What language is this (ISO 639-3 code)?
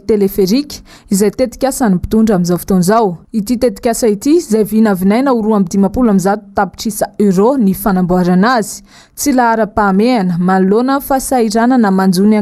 mlg